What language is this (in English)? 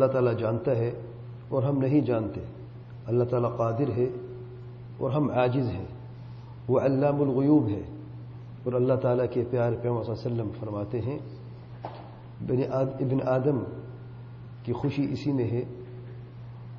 Urdu